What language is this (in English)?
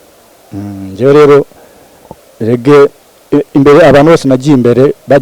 Kinyarwanda